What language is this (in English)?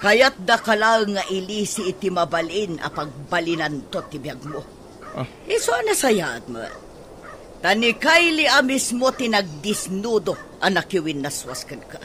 Iloko